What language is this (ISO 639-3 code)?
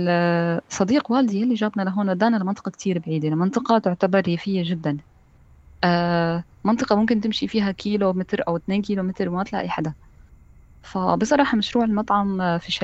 apc